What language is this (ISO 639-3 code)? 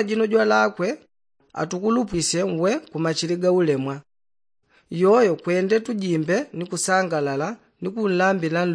yao